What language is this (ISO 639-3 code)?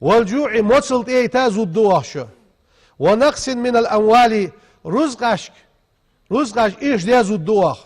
inh